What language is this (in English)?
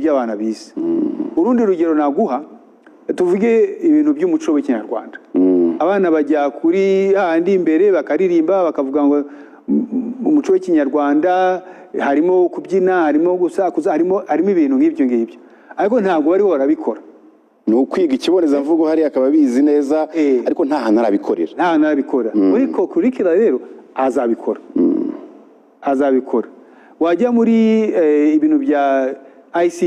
Kinyarwanda